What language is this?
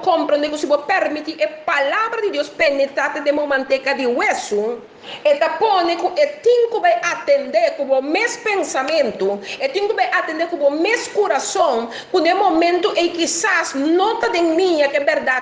Papiamento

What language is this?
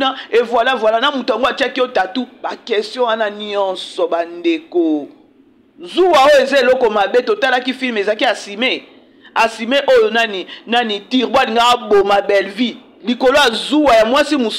Lingala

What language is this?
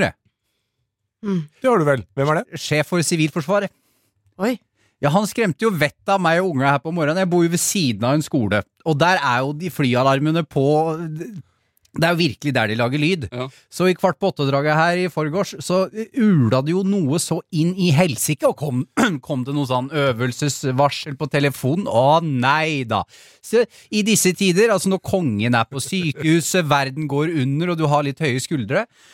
Norwegian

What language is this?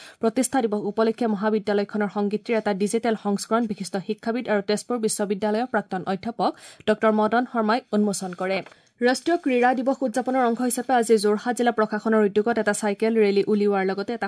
Assamese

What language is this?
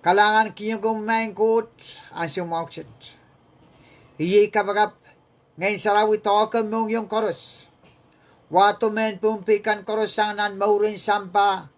Pohnpeian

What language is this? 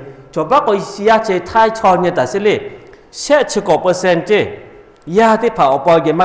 Lahu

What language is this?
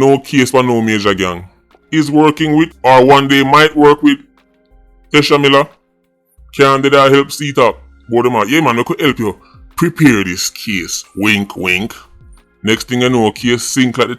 Jamaican Creole English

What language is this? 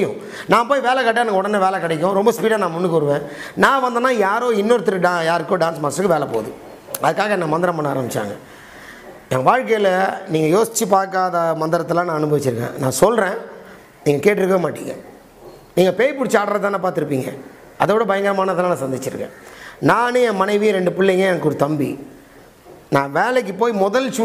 Tamil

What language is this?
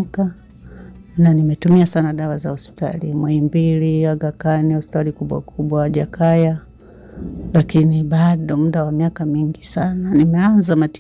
Swahili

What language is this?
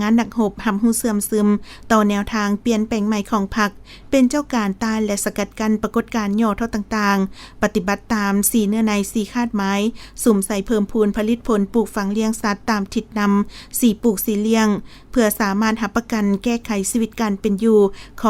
Lao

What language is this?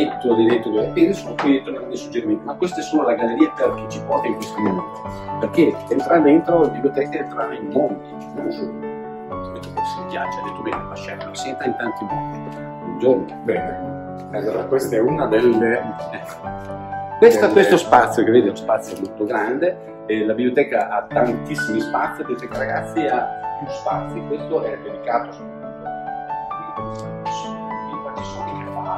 Italian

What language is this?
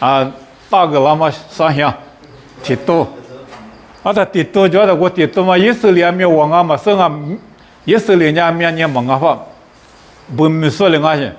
Lisu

